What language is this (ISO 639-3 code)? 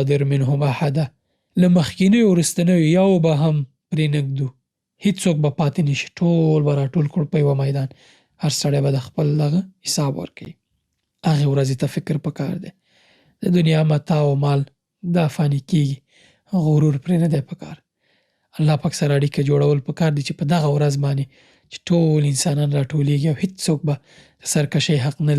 pus